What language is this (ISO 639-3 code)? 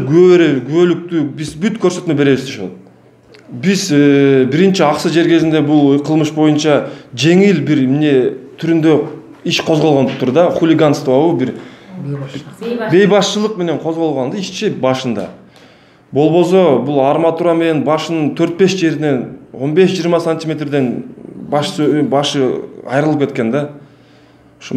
kir